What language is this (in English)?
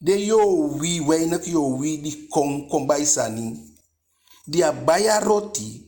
Eastern Maroon Creole